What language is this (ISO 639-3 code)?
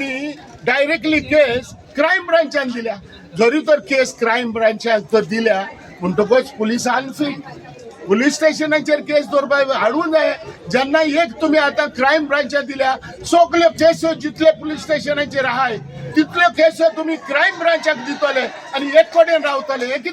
kok